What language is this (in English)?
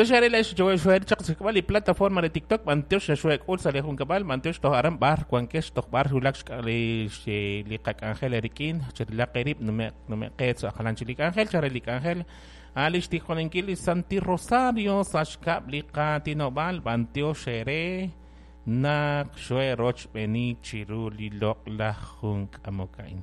Kekchí